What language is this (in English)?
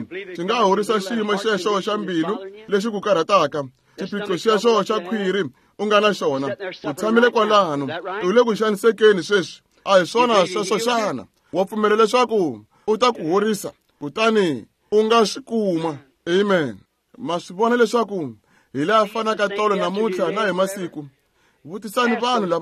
Tsonga